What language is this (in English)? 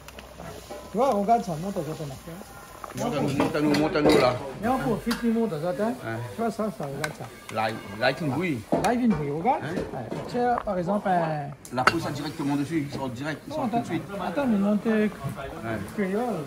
Réunion Creole French